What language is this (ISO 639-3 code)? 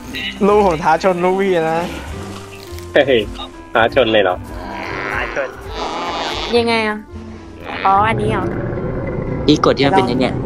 tha